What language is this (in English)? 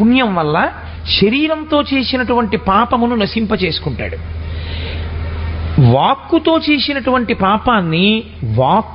Telugu